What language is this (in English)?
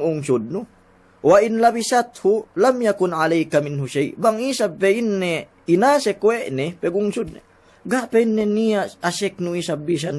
Yakan